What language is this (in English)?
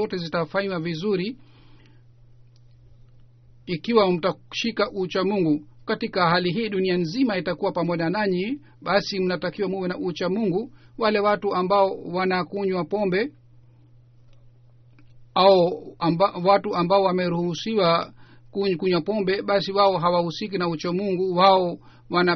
Swahili